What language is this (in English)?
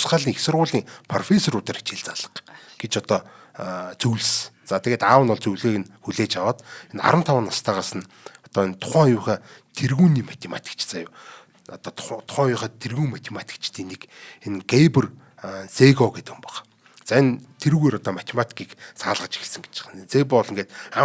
Mongolian